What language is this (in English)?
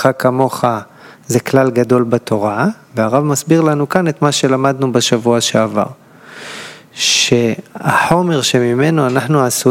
Hebrew